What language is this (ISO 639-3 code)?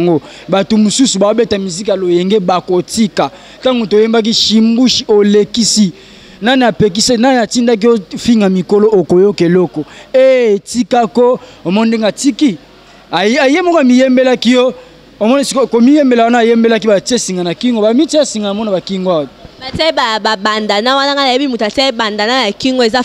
lin